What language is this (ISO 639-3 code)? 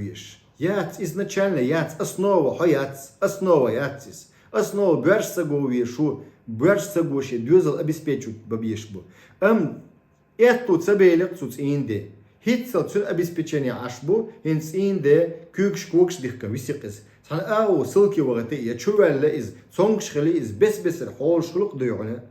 che